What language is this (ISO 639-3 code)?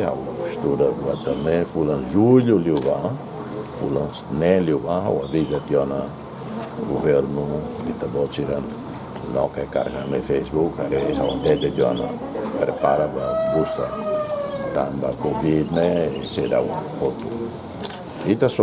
tet